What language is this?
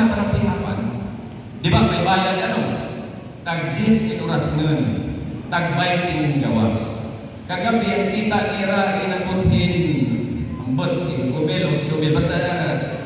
Waray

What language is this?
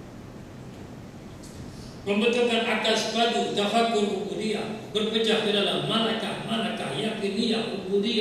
Malay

